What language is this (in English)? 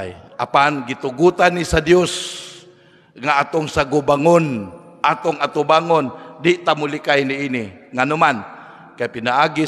Cebuano